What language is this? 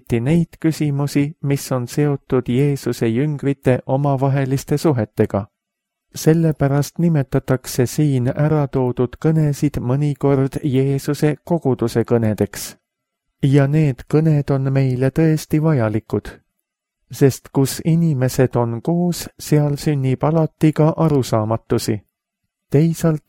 Estonian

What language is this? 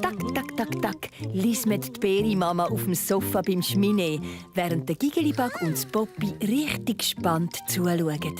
Swiss German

